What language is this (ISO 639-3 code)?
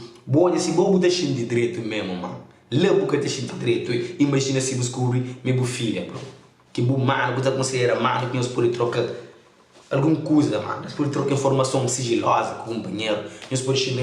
kea